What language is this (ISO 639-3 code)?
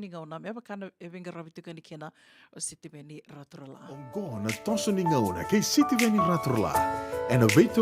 fij